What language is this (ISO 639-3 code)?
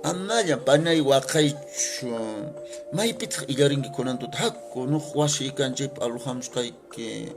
que